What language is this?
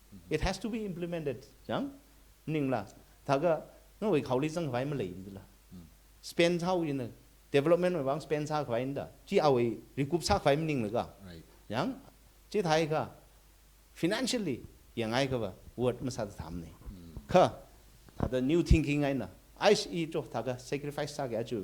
Tangkhul Naga (India)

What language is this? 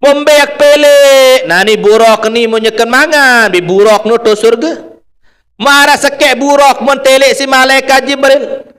Sasak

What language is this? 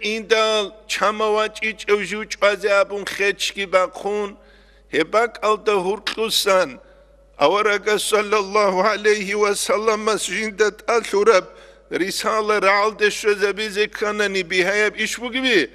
Avaric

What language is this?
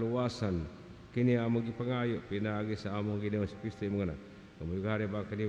Cebuano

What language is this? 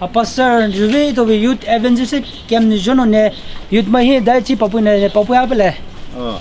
Poumei Naga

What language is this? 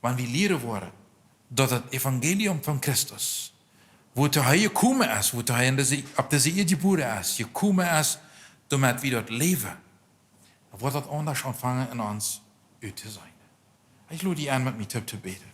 Plautdietsch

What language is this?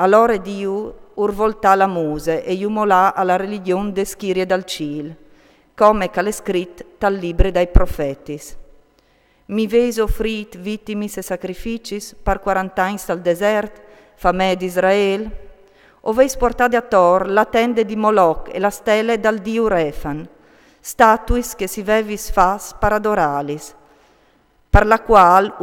Friulian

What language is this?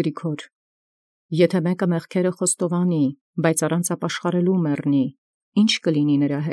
Armenian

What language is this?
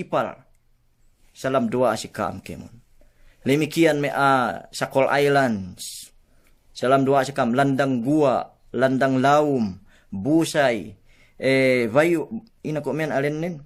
Yakan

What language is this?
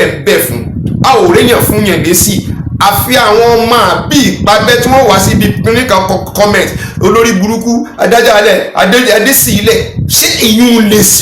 Yoruba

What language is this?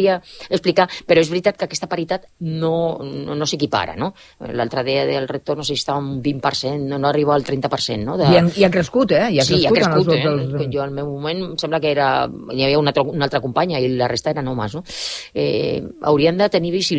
Catalan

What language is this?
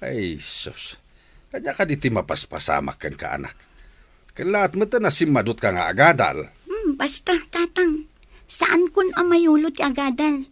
Iloko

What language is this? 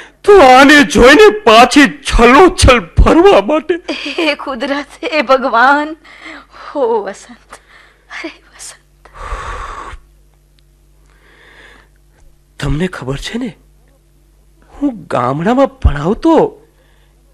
Gujarati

